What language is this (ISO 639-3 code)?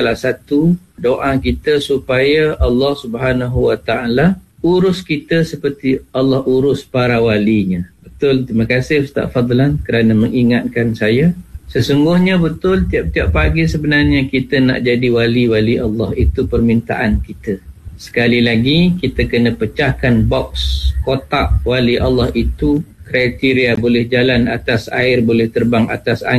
msa